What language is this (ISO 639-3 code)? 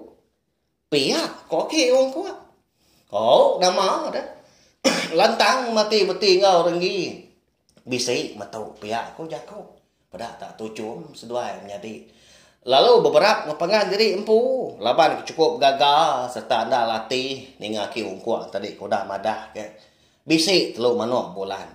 iba